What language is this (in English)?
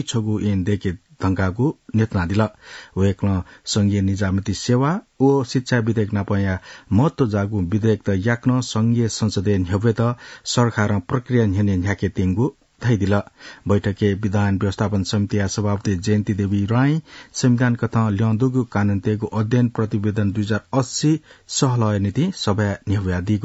Newari